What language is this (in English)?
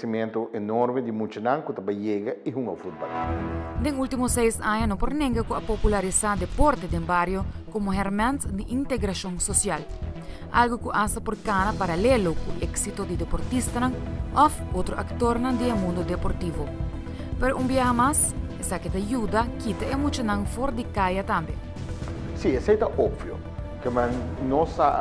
Papiamento